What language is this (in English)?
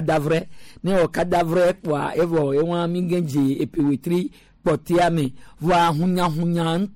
Gen